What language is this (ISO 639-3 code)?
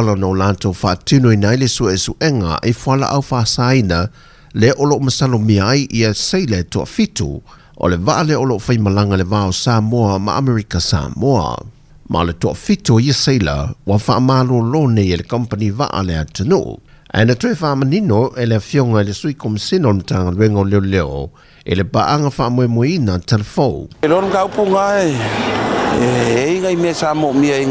smo